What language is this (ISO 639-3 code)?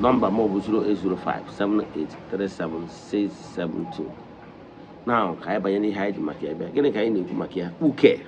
ibo